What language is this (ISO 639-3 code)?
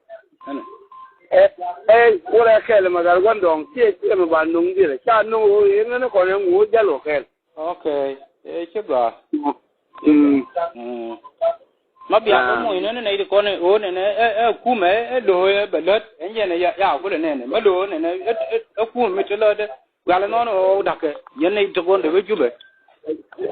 nus